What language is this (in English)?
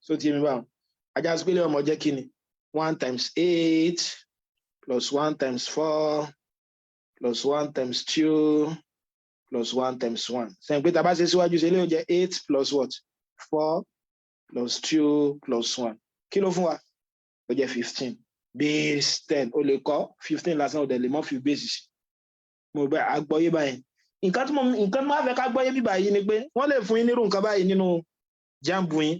Yoruba